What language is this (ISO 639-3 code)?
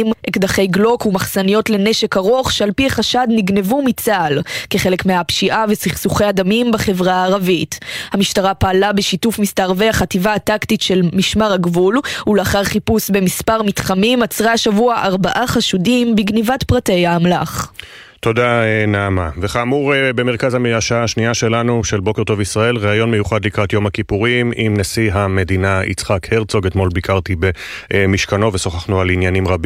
heb